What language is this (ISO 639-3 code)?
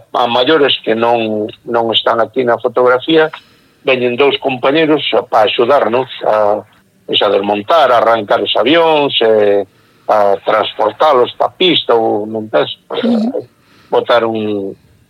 glg